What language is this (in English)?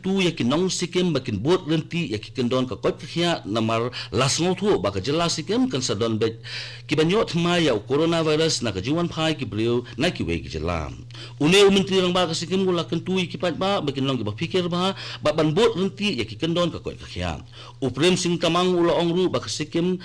Khasi